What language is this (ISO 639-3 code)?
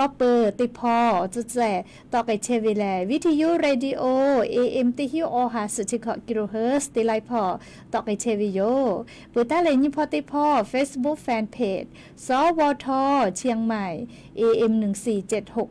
lhu